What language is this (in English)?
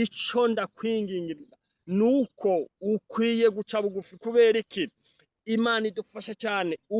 Rundi